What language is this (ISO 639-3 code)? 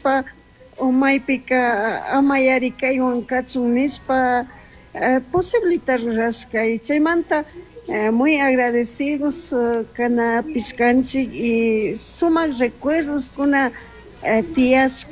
qug